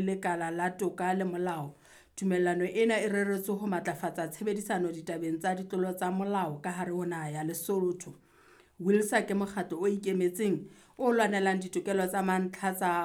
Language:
Southern Sotho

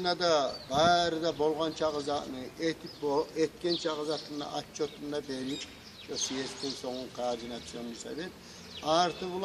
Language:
Kumyk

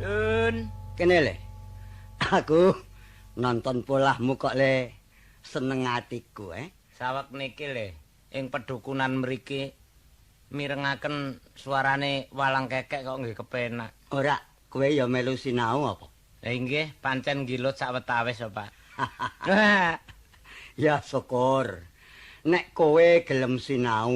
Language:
Javanese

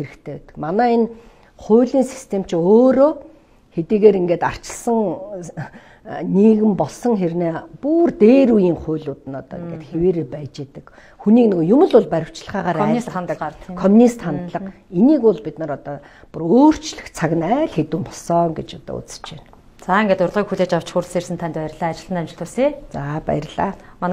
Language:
Mongolian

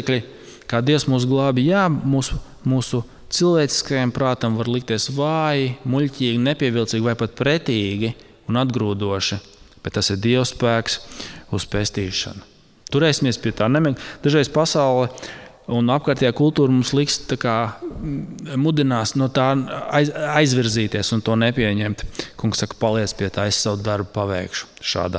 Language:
Latvian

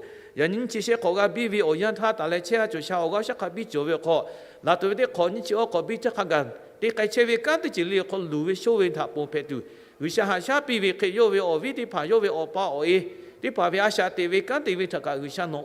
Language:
Lahu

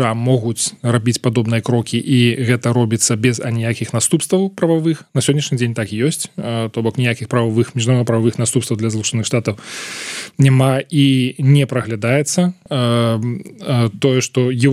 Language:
Belarusian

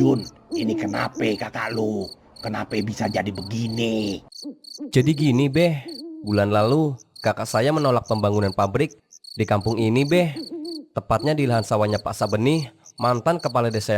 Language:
Betawi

